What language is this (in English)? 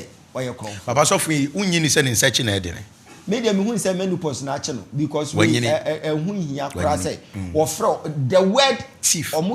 Akan